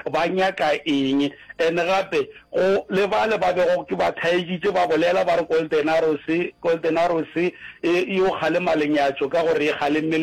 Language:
Northern Sotho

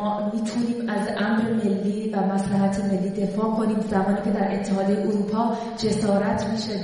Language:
Persian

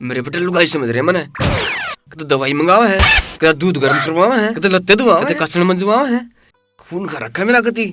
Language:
Haryanvi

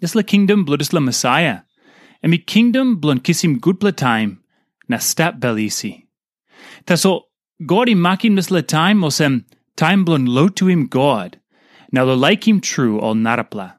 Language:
Tok Pisin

